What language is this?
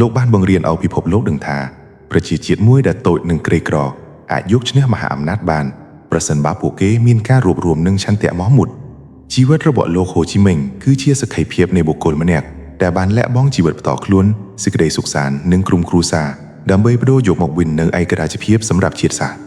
Khmer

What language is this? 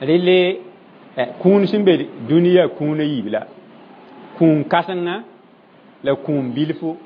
Mossi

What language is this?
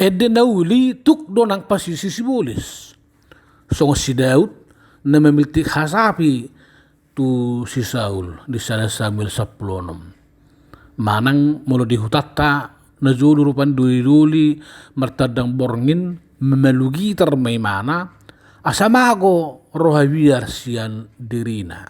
Batak Toba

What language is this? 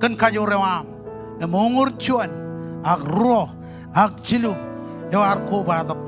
Marshallese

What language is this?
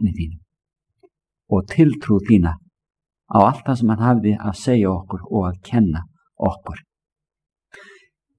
Icelandic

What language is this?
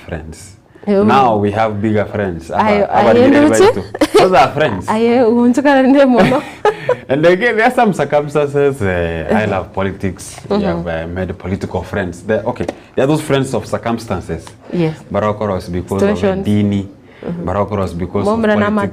Gusii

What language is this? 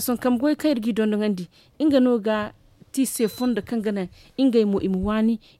Zarma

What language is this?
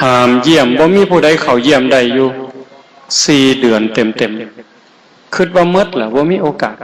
Northeastern Thai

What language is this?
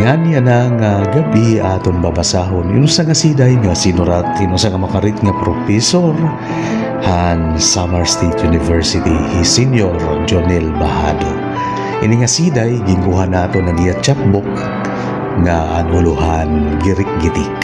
Waray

